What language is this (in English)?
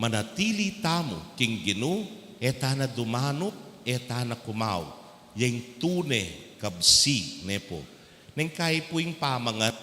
Pampanga